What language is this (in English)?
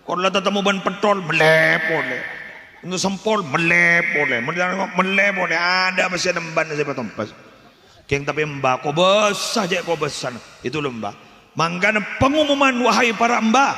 Madurese